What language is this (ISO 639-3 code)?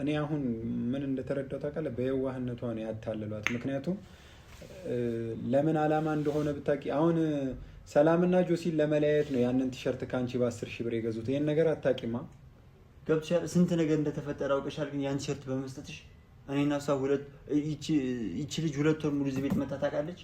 amh